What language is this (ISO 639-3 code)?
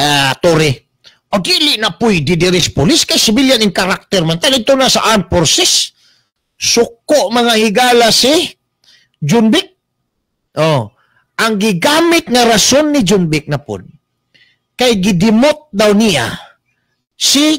ceb